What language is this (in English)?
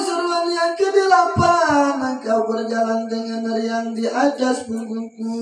Sasak